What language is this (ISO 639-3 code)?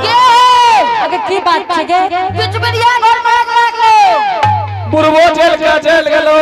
anp